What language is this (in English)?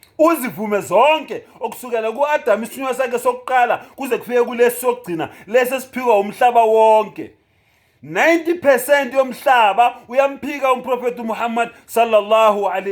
Zulu